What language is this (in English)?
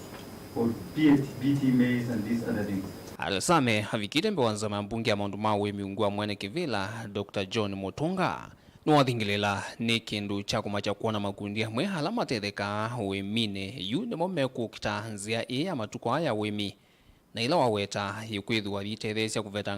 Kamba